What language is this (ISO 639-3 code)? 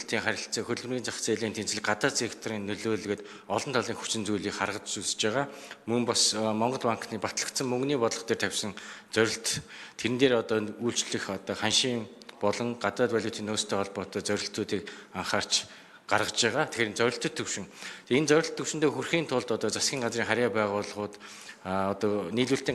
mon